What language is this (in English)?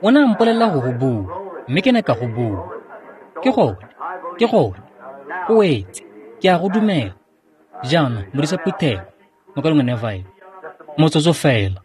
Tswana